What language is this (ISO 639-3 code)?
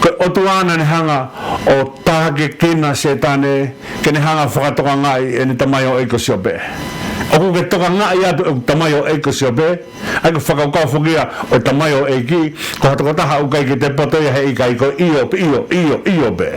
ton